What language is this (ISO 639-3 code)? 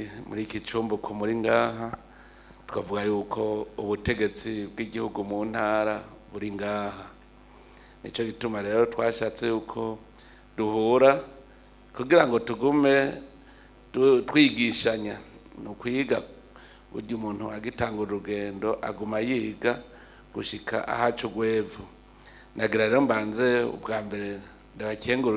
run